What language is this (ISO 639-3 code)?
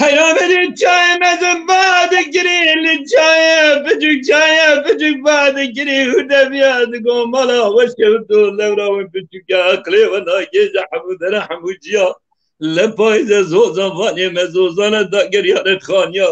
kur